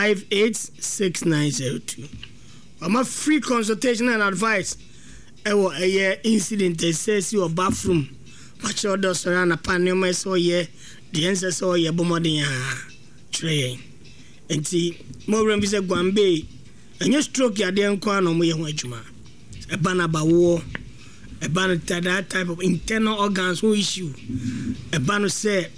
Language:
Akan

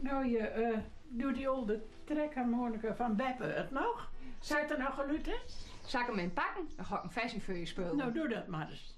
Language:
Western Frisian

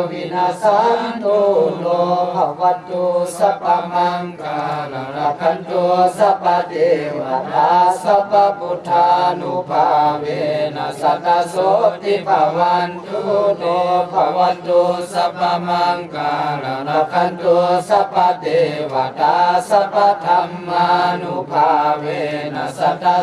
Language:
Pali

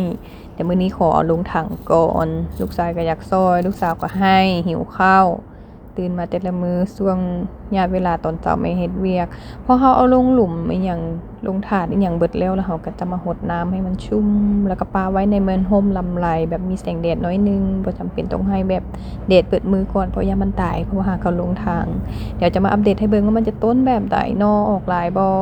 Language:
Lao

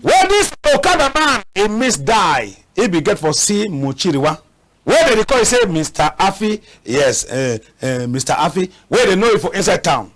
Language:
Cameroon Pidgin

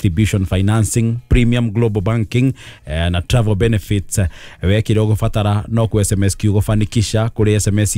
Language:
Kikuyu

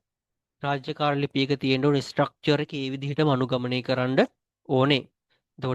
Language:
Sinhala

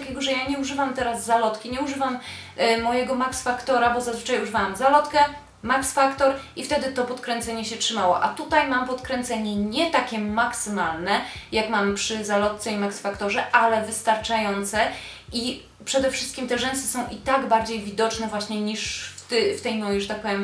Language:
Polish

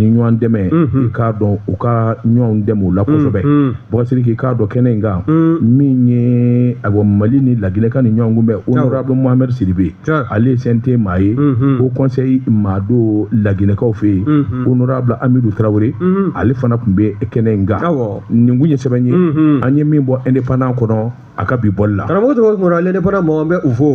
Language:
Bambara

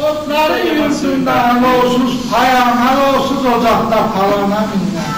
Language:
South Azerbaijani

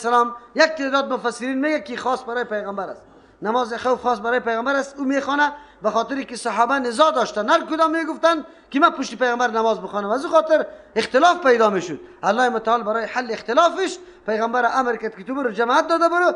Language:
Persian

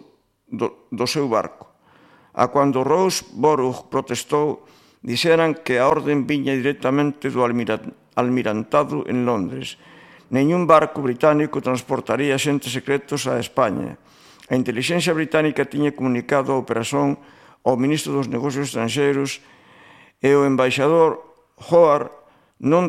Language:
Galician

